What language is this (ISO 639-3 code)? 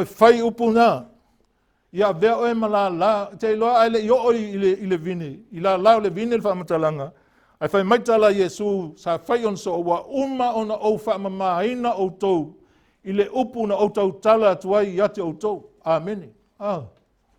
smo